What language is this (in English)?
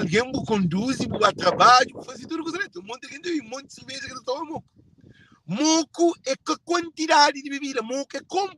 Kabuverdianu